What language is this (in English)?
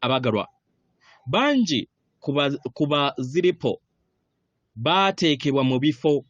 Ganda